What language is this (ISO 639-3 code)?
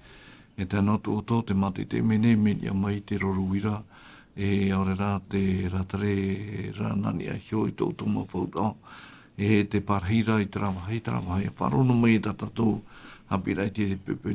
tah